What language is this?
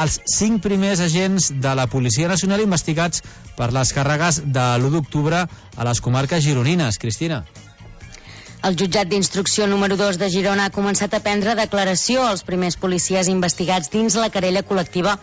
Catalan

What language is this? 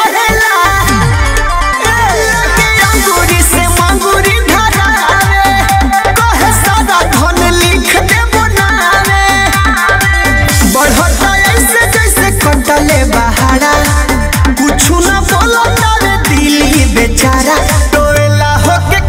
Bhojpuri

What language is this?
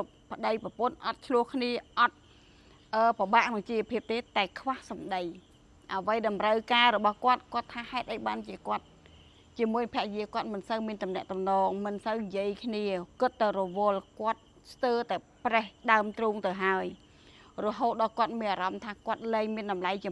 Khmer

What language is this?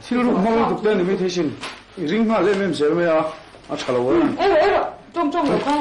Mizo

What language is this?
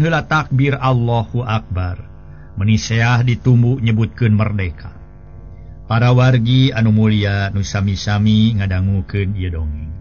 Sundanese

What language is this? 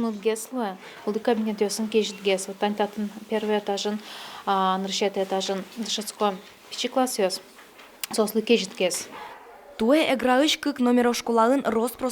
Udmurt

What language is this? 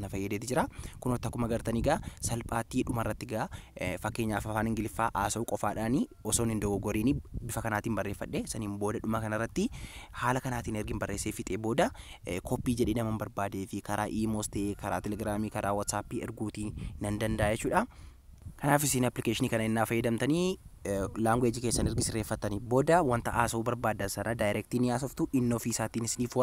Oromo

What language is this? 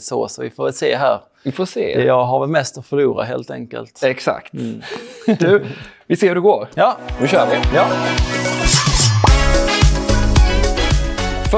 Swedish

